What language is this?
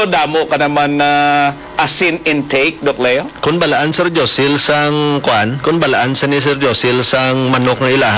Hiligaynon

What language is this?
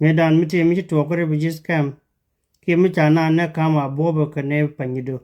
Nuer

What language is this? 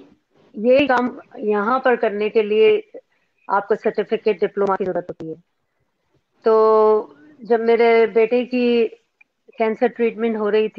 Urdu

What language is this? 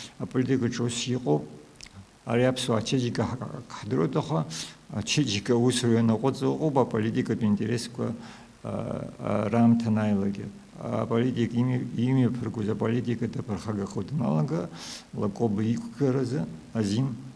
Abkhazian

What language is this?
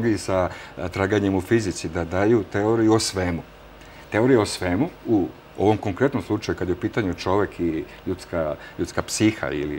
Serbian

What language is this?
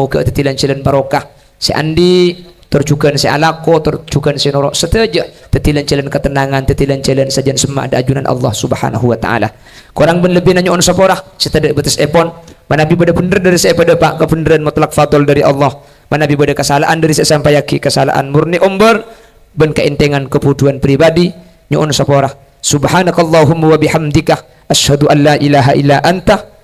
Madurese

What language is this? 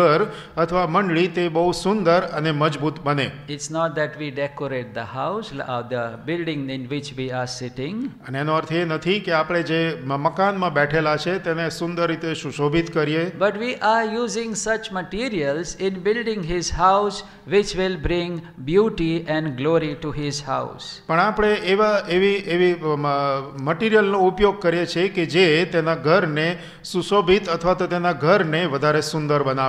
Gujarati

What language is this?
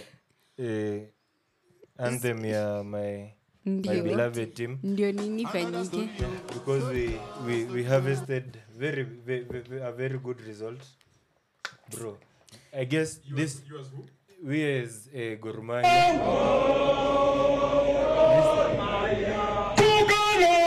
Swahili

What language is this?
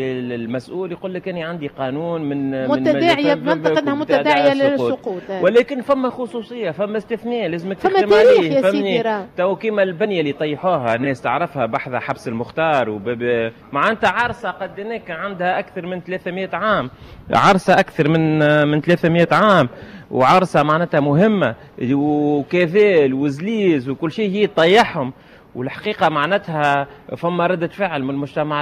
Tunisian Arabic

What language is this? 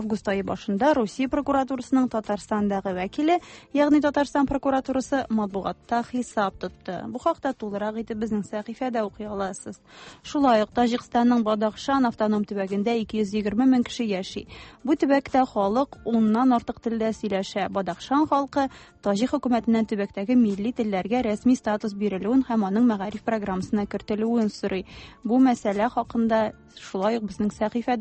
Tatar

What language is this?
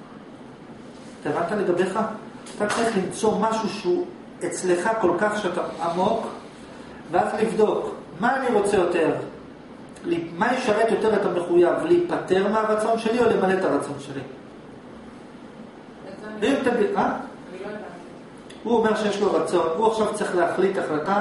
Hebrew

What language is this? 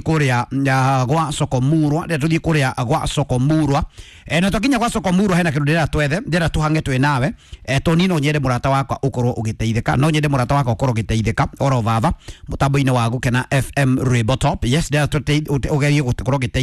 Kikuyu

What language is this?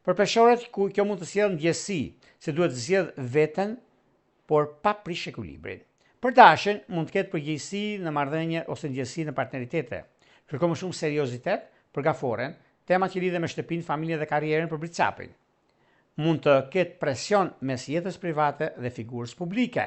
Albanian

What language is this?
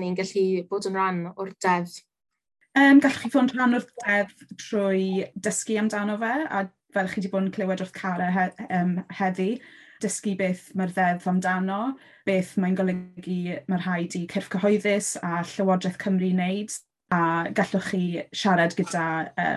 Welsh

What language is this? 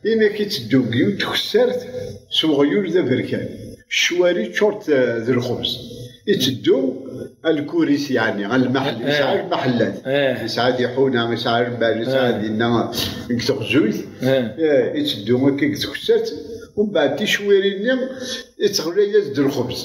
Kabyle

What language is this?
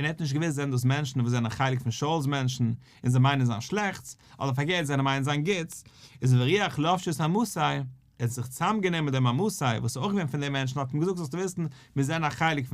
Yiddish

